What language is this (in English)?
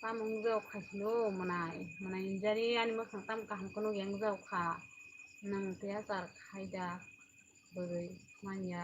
Kok Borok